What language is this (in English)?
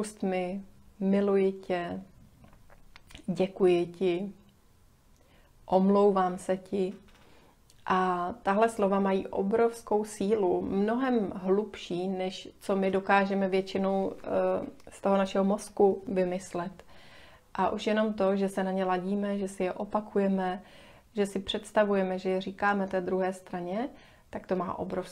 Czech